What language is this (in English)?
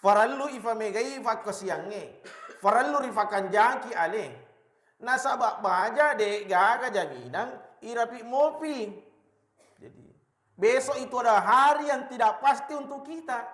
Buginese